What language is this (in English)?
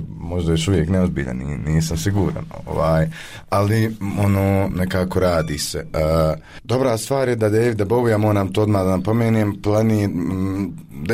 Bosnian